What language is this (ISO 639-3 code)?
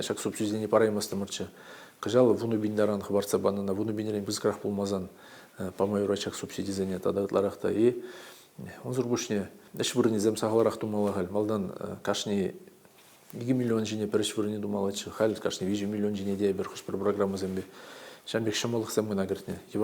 chv